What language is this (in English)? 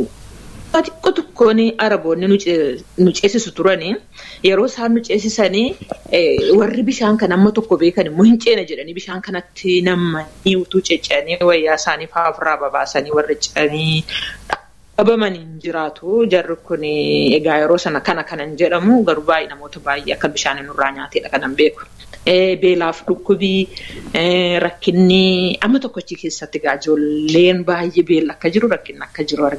Oromo